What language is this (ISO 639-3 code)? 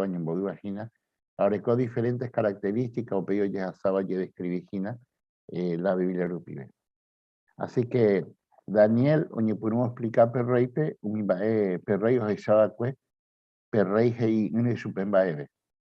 grn